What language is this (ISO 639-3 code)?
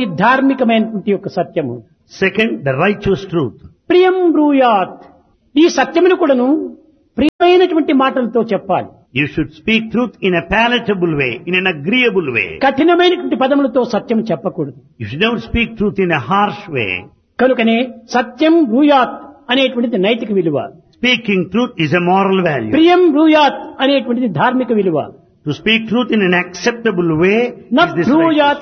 tel